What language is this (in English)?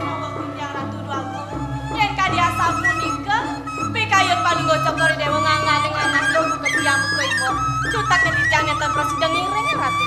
Balinese